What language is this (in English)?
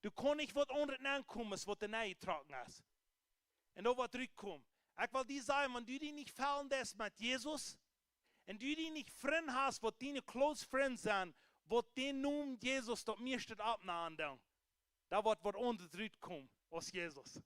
Plautdietsch